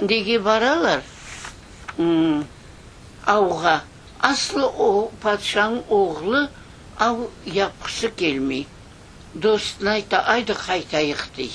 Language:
Crimean Tatar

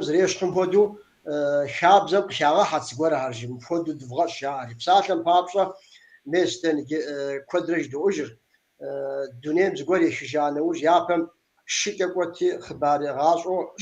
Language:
Kabardian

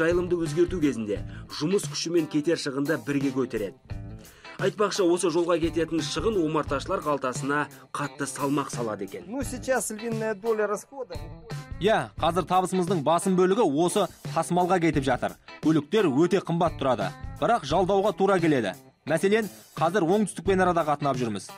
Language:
Kazakh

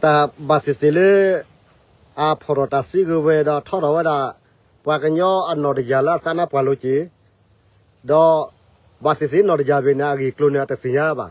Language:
S'gaw Karen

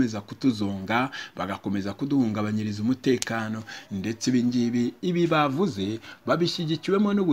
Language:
Kinyarwanda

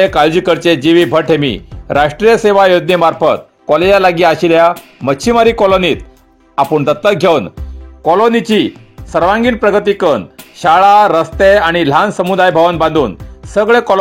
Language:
Konkani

